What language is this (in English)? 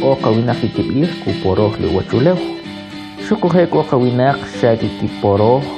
Kʼicheʼ